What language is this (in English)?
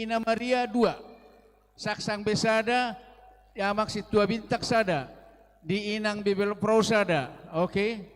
Batak Toba